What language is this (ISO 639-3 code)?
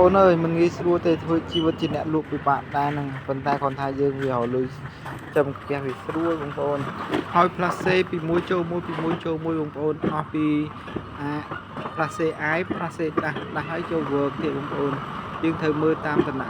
khm